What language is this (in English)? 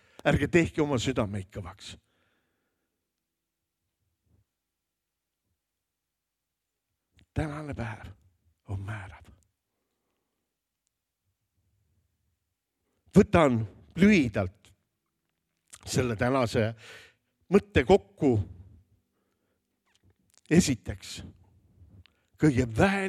Estonian